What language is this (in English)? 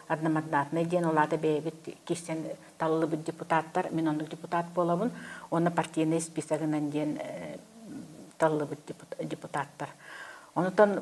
Yakut